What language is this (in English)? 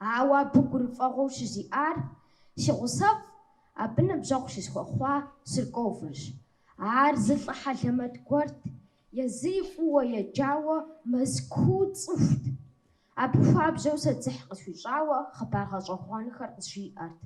Kabardian